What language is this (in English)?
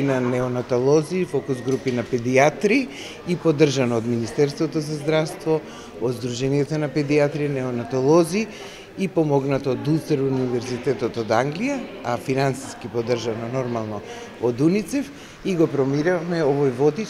Macedonian